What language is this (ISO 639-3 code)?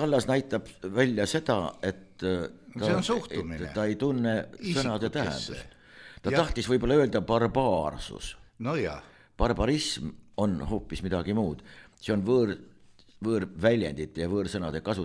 est